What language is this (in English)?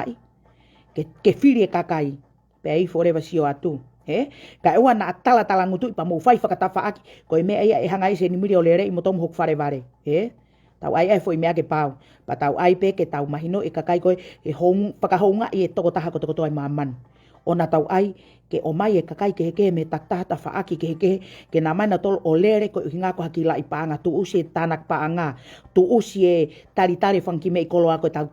Tongan